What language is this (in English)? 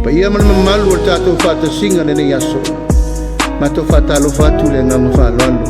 Samoan